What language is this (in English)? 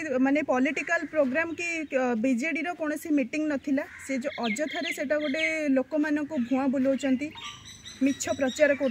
Odia